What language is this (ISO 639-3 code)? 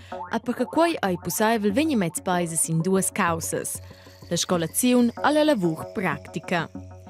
roh